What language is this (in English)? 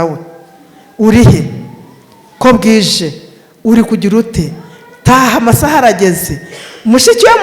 Kinyarwanda